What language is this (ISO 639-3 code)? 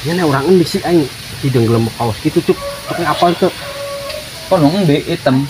sun